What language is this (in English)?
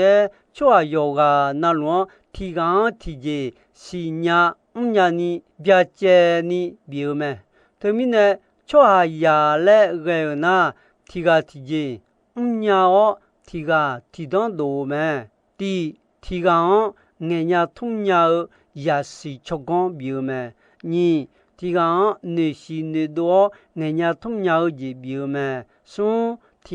Akha